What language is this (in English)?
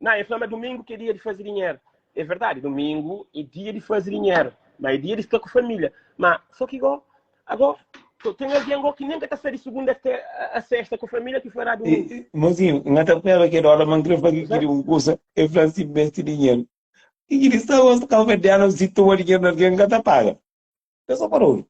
Kabuverdianu